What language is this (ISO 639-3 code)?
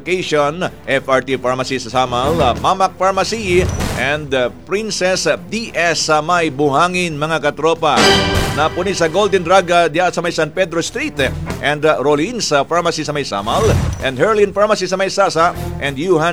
ceb